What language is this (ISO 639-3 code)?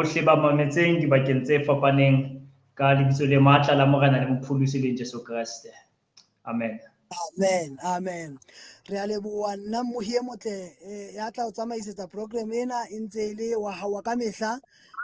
sot